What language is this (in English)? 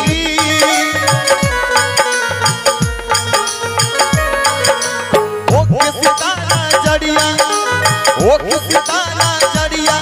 Bhojpuri